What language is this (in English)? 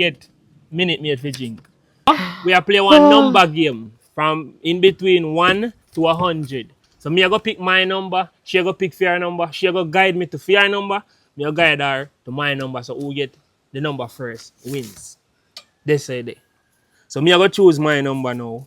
Jamaican Creole English